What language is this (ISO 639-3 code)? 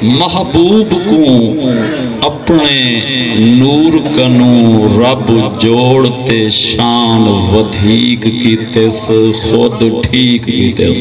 skr